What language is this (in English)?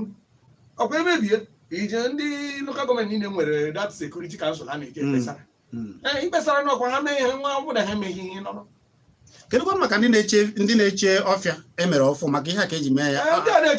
Igbo